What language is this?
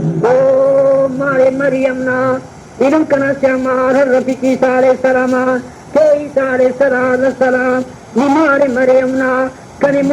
Brahui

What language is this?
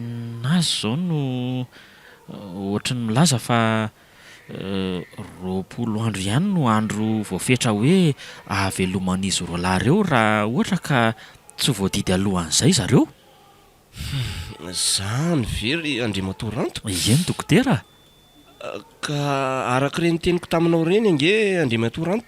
Malagasy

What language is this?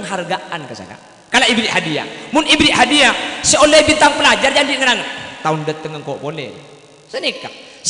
Madurese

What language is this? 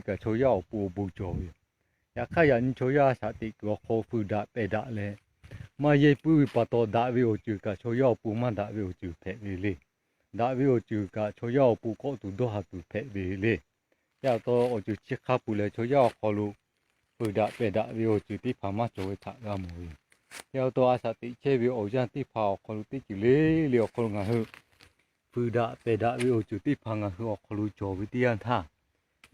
Lahu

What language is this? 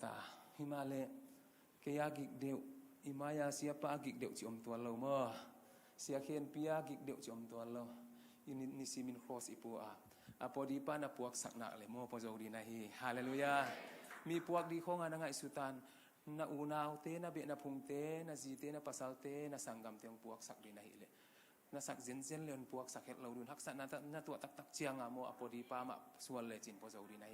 Tedim Chin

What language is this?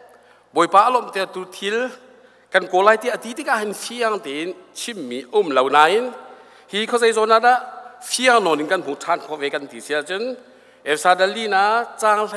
Hakha Chin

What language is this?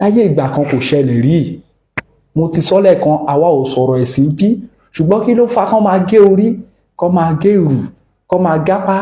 Yoruba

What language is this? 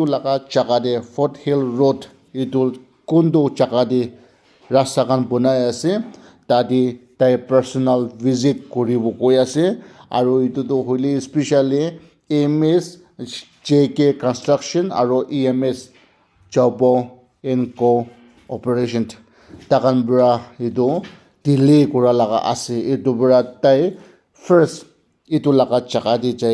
Naga Pidgin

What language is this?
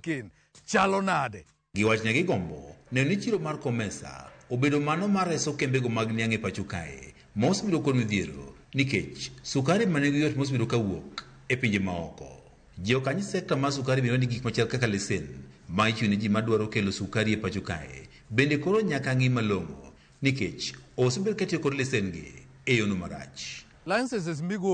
Luo (Kenya and Tanzania)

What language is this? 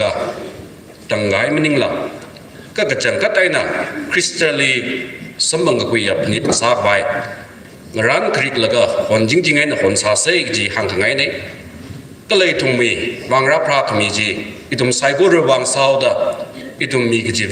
Tangkhul Naga (India)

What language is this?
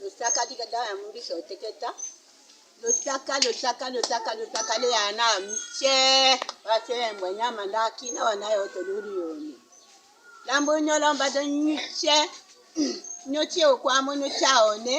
Tetela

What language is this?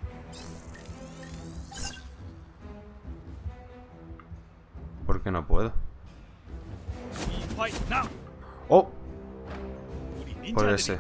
Spanish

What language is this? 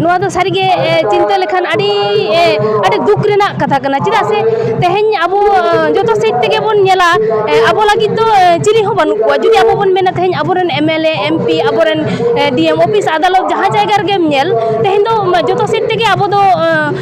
Santali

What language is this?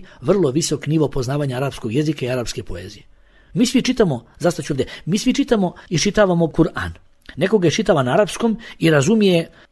Bosnian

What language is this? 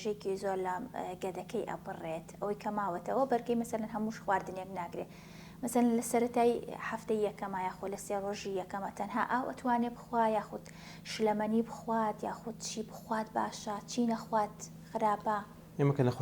Central Kurdish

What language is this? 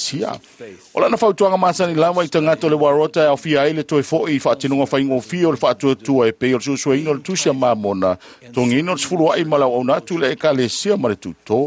Samoan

